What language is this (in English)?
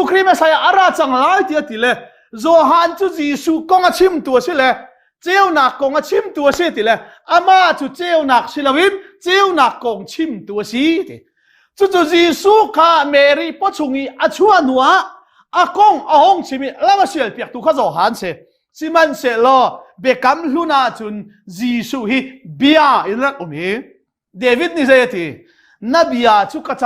Hakha Chin